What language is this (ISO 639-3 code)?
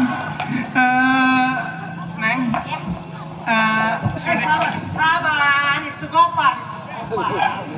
bew